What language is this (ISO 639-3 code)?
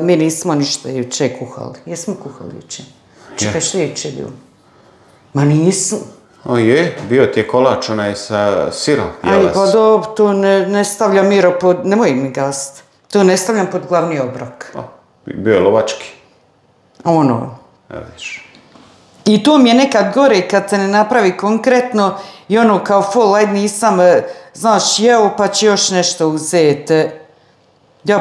hrv